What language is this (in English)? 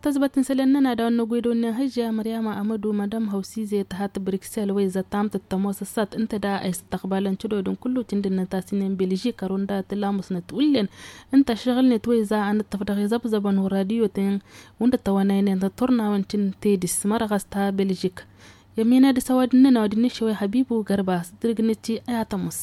Tamasheq